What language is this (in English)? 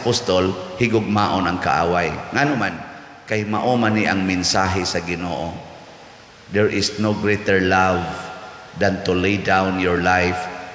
Cebuano